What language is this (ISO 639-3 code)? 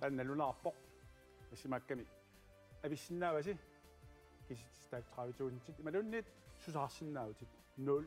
kal